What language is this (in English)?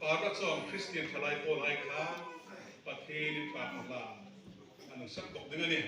Hmar